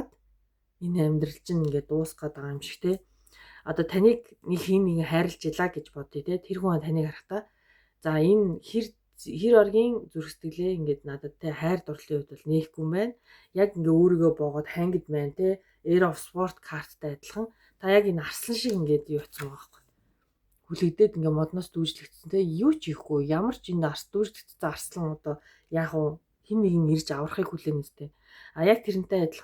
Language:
Mongolian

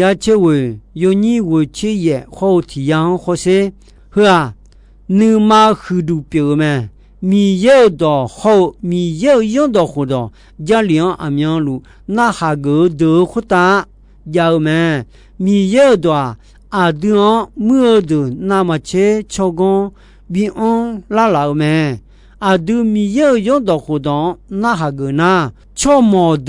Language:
Akha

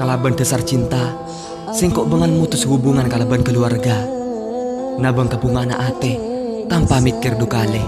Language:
Madurese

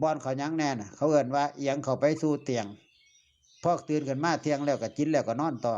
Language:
Northeastern Thai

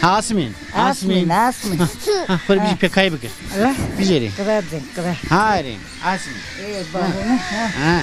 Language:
Zaza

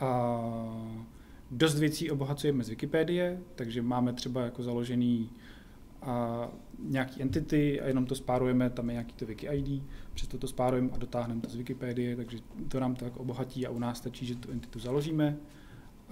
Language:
Czech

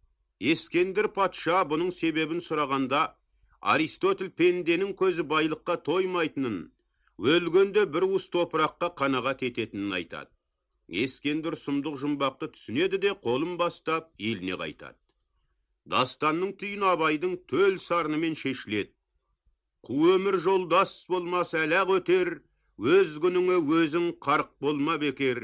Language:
Kazakh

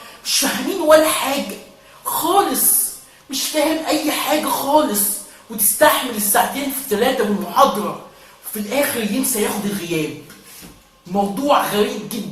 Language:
Egyptian Arabic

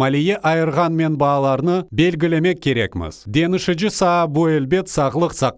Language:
Crimean Tatar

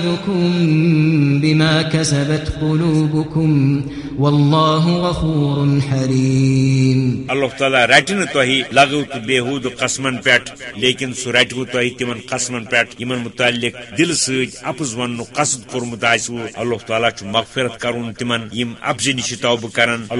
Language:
Kashmiri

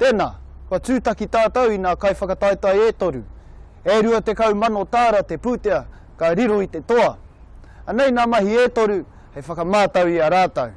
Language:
Māori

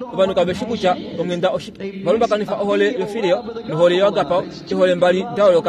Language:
Kuanyama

